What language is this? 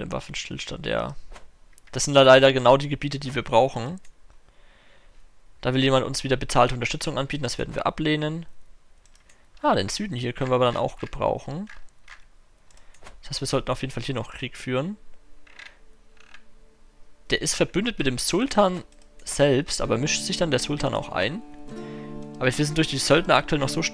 German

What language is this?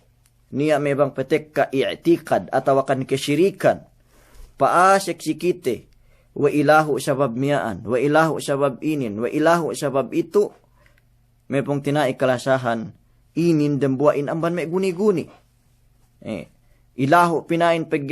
Yakan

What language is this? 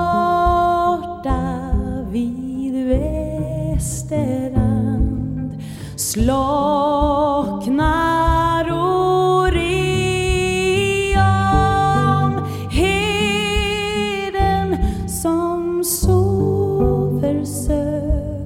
Swedish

